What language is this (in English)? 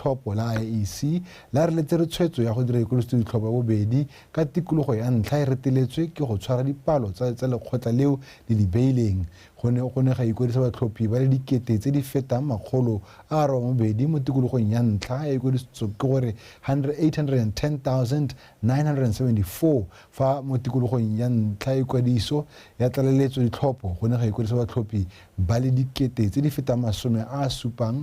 Tswana